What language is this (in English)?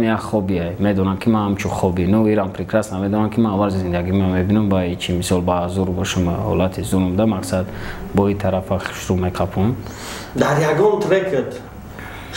Tajik